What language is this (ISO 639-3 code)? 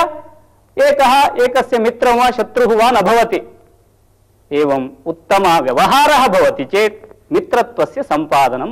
san